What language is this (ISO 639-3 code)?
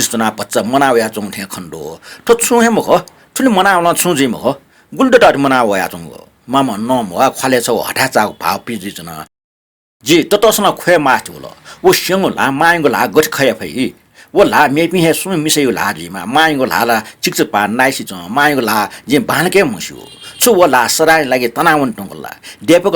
new